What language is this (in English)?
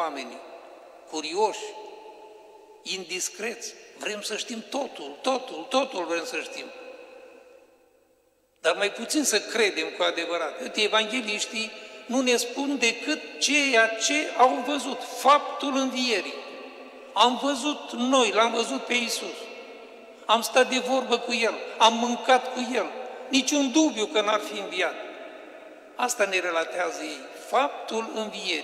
Romanian